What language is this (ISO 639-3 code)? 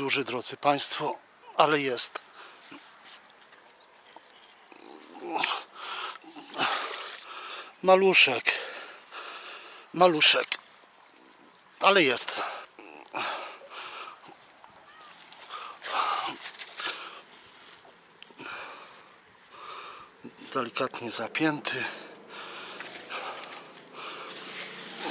pol